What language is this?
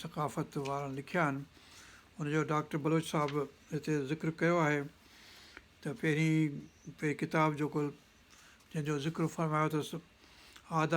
Sindhi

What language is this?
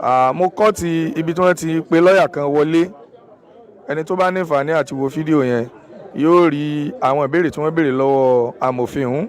Yoruba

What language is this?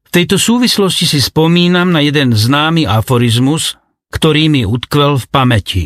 Slovak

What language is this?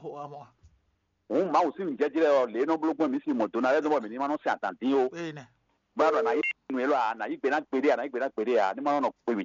Fon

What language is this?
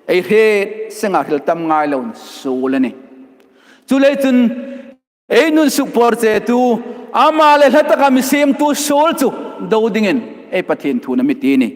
Hmar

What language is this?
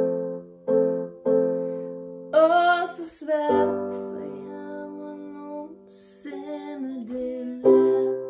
Danish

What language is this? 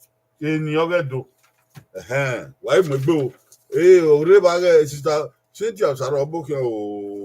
Bini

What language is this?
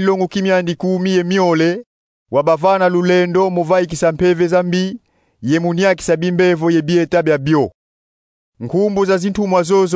Kongo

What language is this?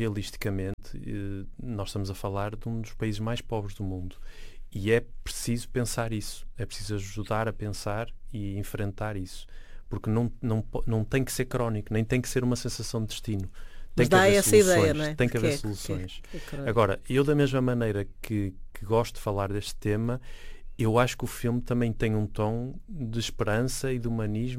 Portuguese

